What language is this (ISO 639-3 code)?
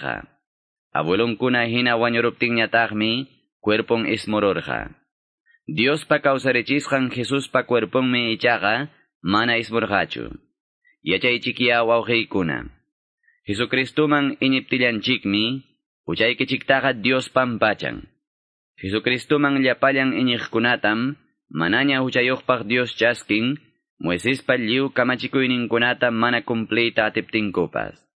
que